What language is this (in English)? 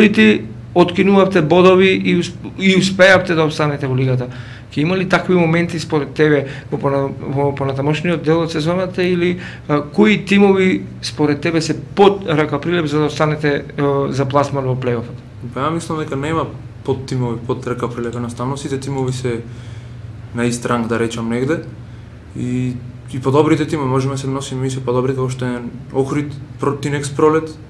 Macedonian